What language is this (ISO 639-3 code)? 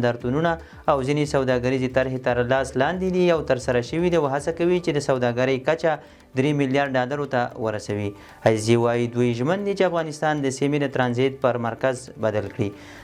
pus